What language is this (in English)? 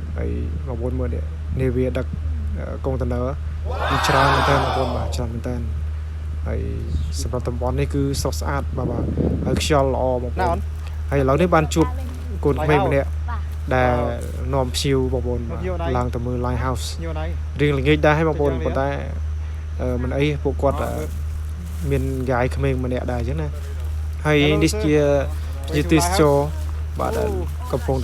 Khmer